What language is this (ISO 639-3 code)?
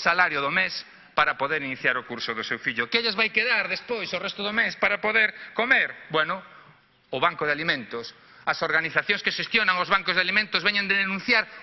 glg